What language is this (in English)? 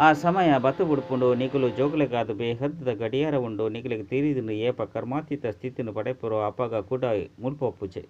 Tulu